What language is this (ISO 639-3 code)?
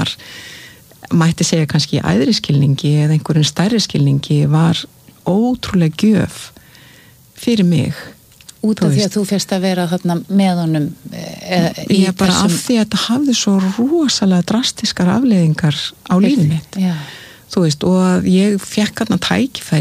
isl